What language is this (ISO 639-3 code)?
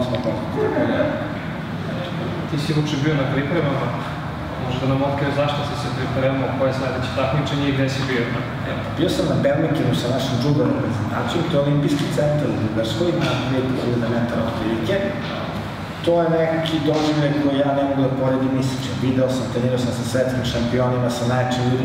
srp